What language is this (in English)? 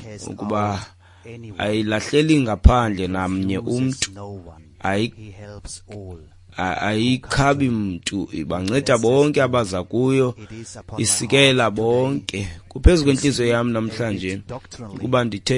Xhosa